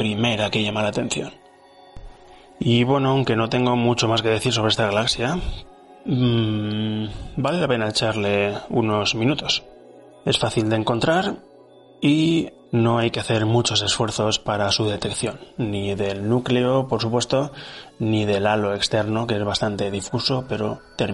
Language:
Spanish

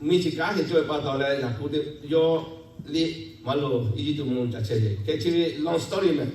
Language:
Lahu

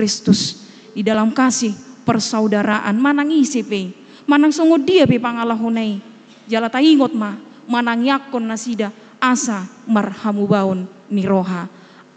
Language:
Batak Toba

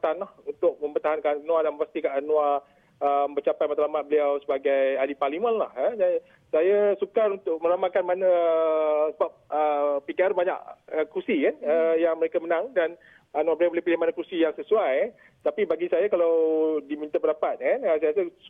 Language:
Malay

